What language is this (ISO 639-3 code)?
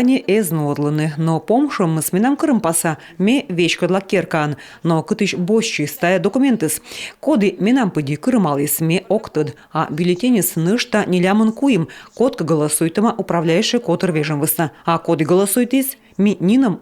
kom